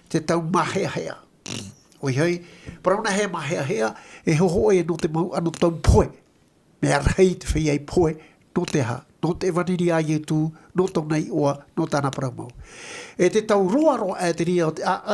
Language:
Tahitian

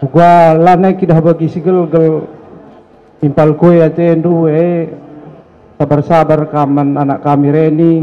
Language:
Batak Karo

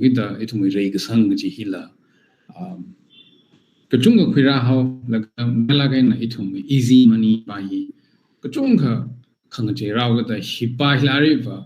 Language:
Tangkhul Naga (India)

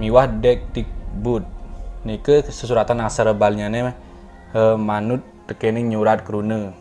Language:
Balinese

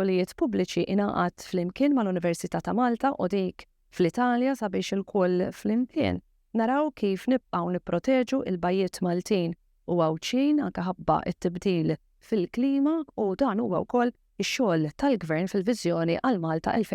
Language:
Maltese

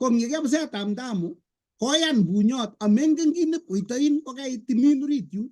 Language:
Kalenjin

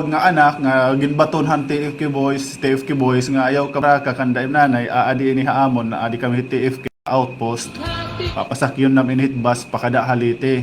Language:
Waray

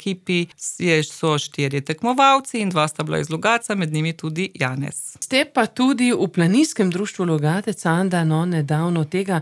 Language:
Slovenian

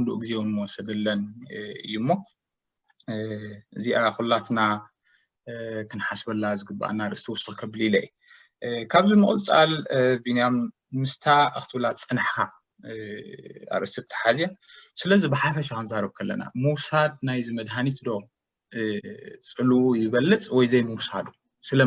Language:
Tigrinya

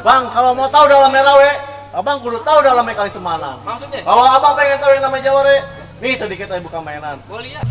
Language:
Betawi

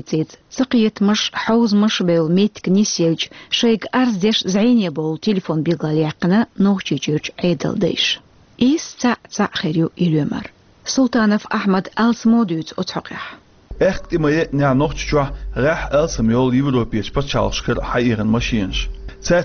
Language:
Chechen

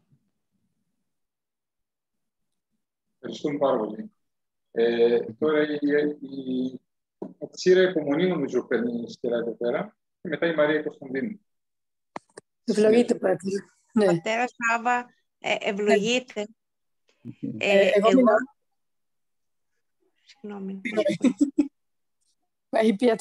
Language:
Greek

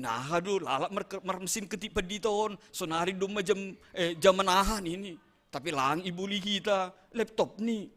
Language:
Batak Simalungun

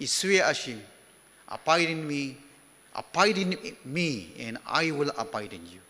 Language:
Ao Naga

